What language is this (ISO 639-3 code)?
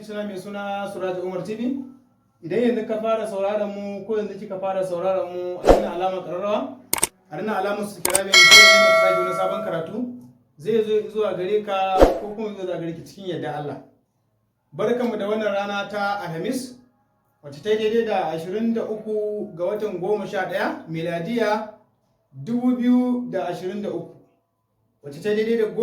hau